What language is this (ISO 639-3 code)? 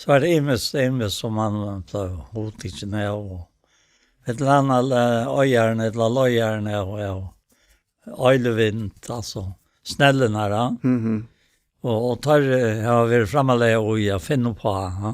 fao